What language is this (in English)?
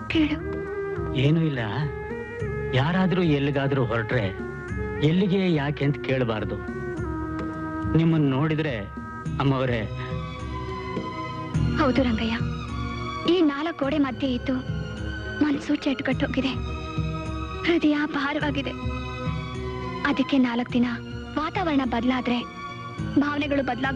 Kannada